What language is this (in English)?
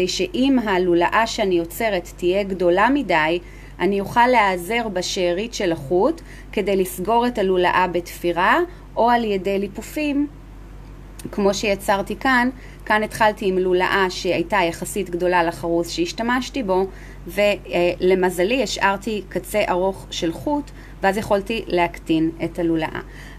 Hebrew